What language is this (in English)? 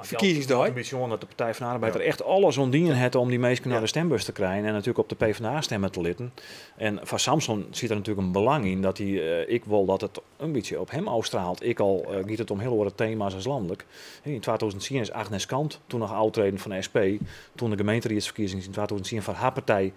Western Frisian